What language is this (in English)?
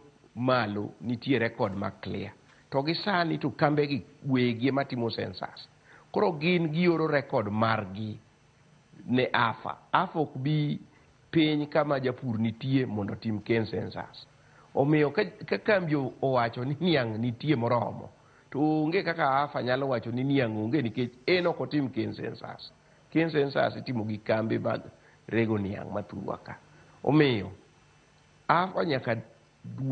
Luo (Kenya and Tanzania)